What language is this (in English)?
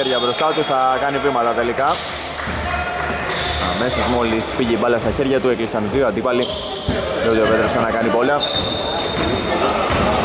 Greek